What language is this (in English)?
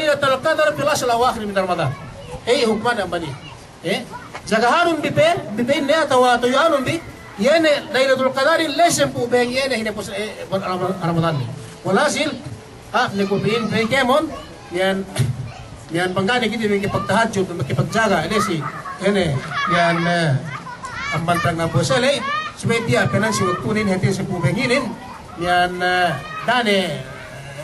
Yakan